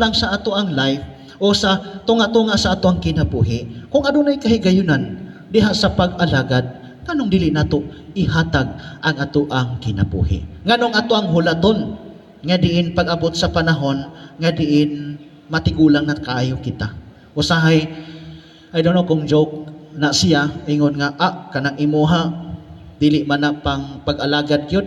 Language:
Cebuano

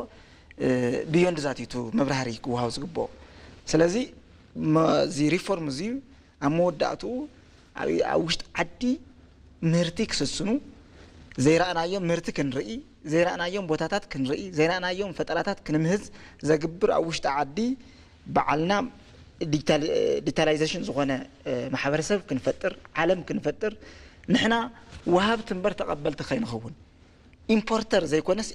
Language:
Tigrinya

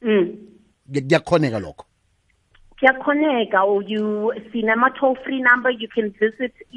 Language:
South Ndebele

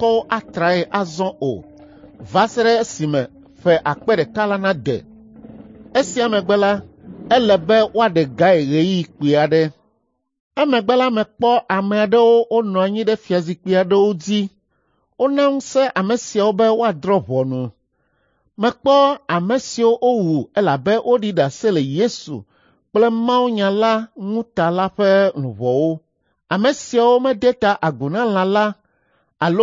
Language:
Ewe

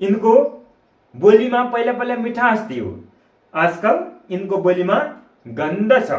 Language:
Nepali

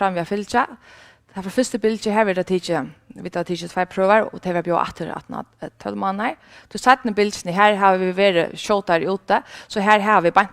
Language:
Faroese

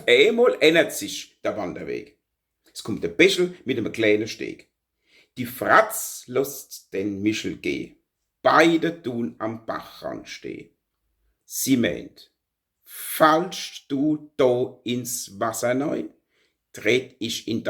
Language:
Palatine German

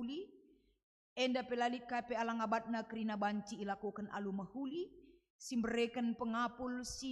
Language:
Batak Karo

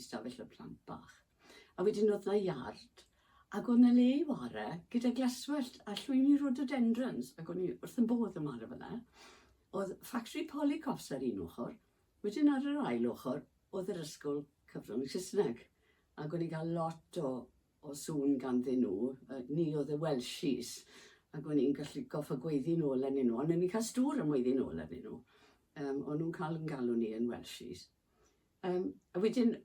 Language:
Welsh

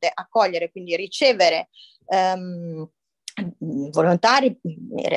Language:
Italian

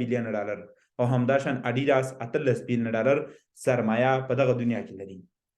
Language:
Pashto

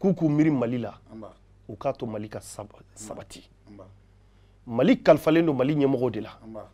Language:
Bambara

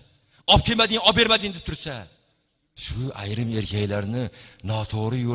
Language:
Uzbek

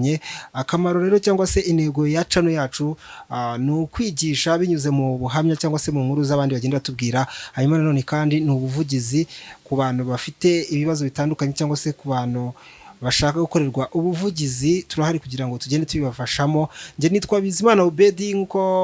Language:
Kinyarwanda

